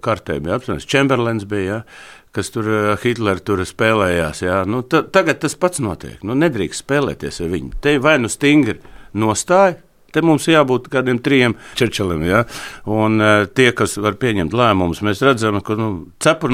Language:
Latvian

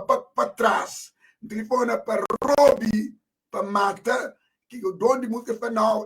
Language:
Kabuverdianu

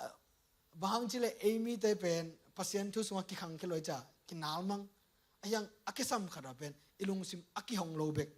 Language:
Tedim Chin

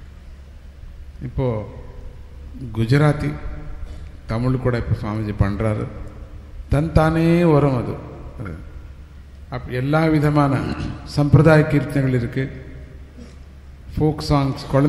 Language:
Tamil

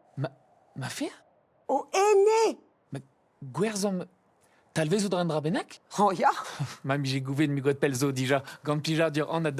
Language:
Breton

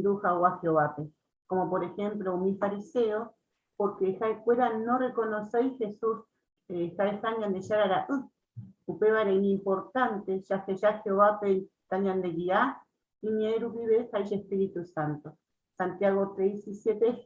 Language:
Guarani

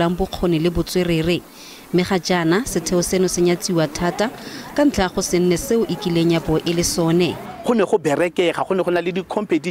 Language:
Tswana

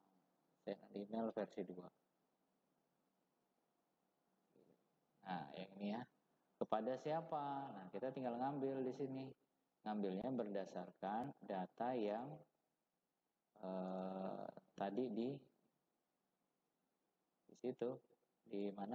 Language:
Indonesian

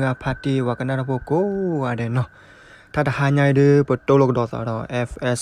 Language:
S'gaw Karen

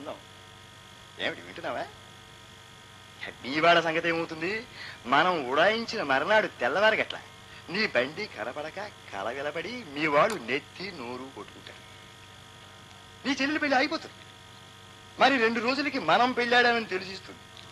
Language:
Telugu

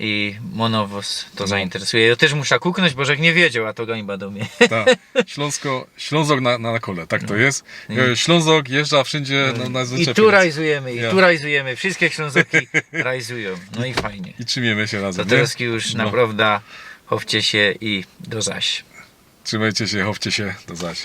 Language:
Silesian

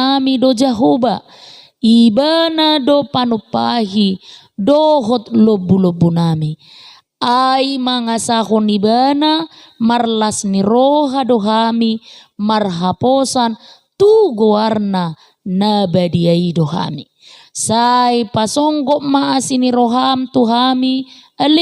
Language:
Batak Toba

